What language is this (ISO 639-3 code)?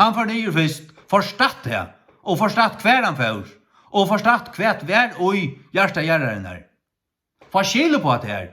fao